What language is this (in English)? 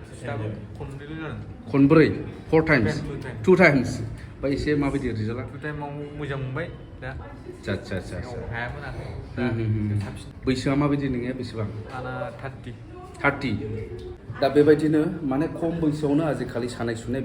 Bodo